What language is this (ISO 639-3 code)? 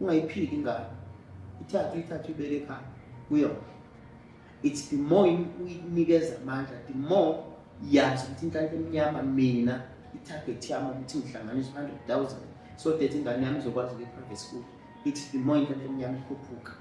zul